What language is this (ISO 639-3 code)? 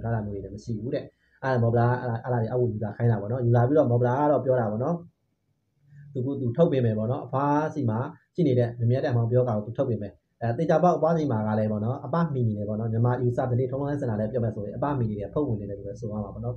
mya